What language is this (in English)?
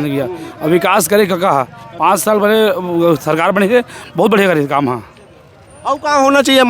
Chhattisgarhi